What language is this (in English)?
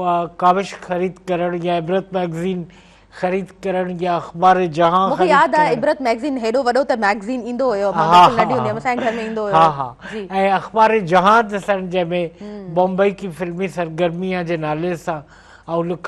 Sindhi